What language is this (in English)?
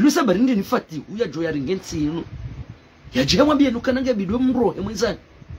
Ngazidja Comorian